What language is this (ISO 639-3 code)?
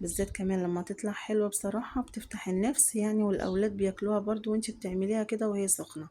arz